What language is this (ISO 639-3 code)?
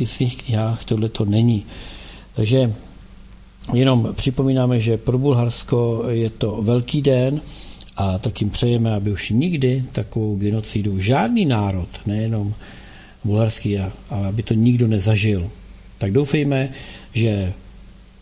ces